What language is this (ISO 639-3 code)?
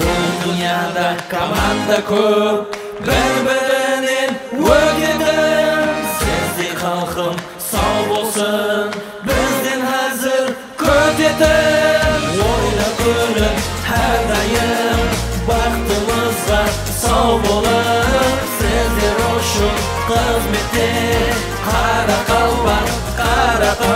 kaa